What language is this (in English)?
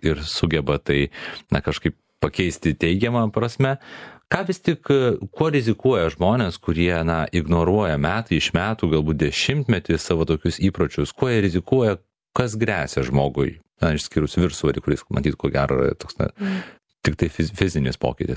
Lithuanian